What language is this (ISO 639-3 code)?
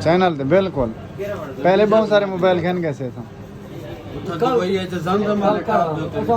skr